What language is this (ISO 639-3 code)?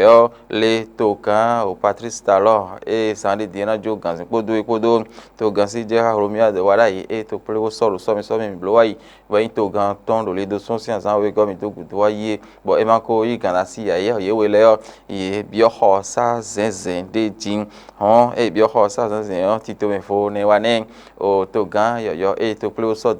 fon